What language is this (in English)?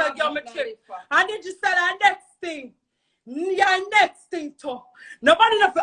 Jamaican Creole English